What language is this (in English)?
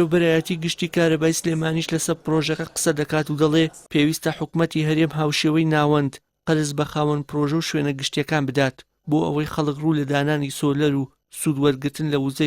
Central Kurdish